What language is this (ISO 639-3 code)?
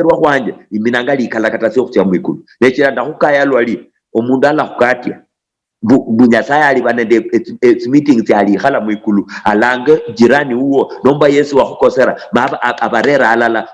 luy